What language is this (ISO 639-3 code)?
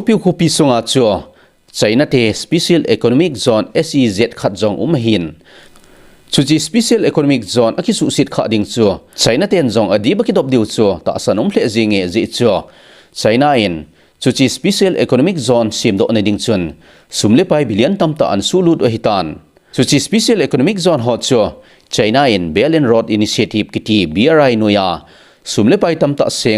tcz